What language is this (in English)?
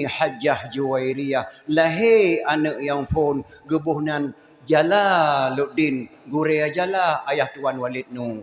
Achinese